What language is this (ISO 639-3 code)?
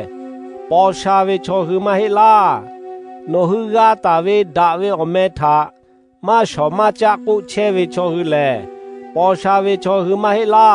lhu